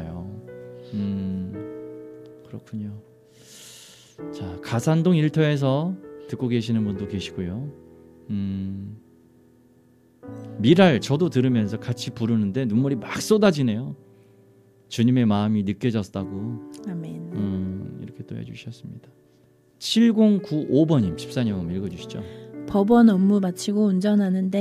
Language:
Korean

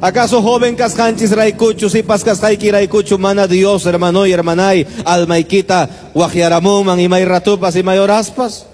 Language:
Quechua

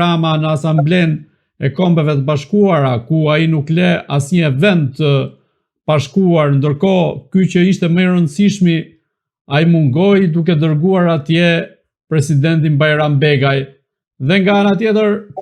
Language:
Albanian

